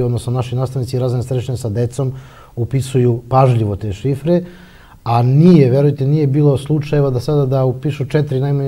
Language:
Serbian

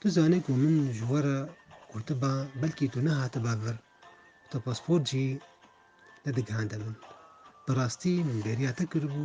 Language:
Kurdish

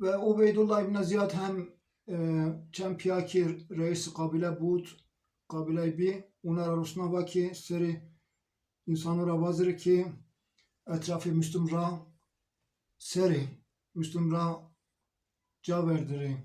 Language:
Zaza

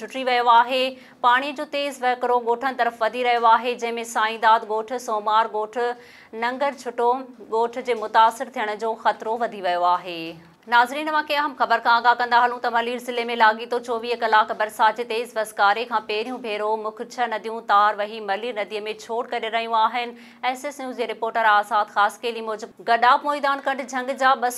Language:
Sindhi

